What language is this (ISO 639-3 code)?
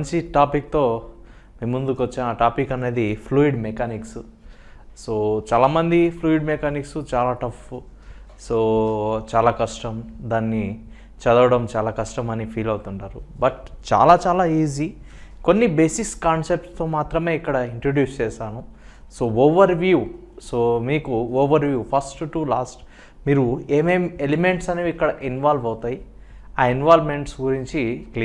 tel